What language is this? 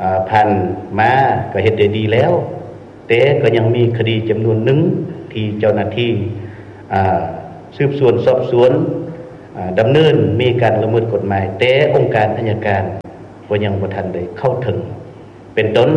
Lao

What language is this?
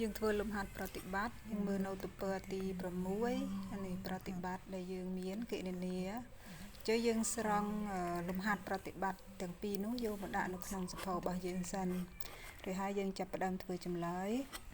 Khmer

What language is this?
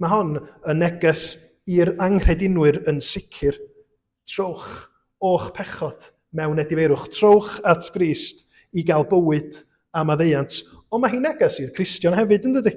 Welsh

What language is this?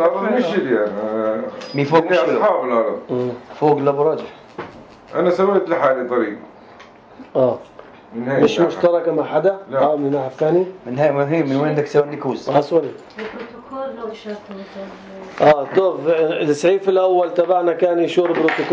North Levantine Arabic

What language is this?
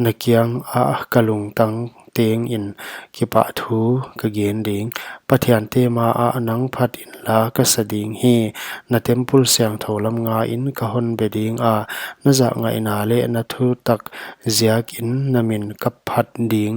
Paite Chin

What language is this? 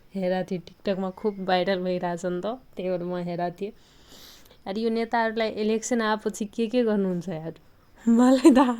Nepali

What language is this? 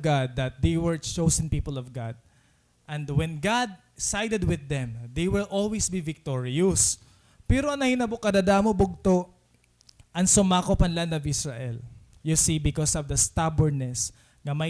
Waray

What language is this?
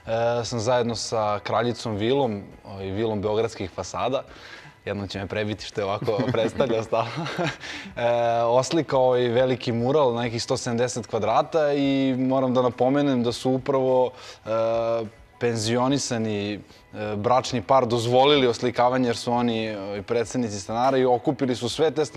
Serbian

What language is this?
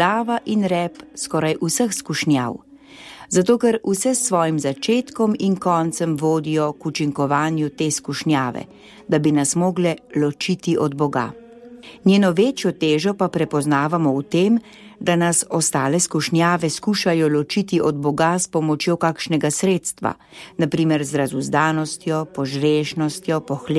Slovenian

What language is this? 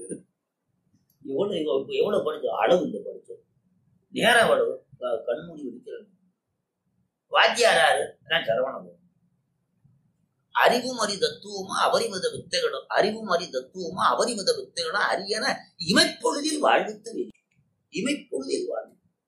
Tamil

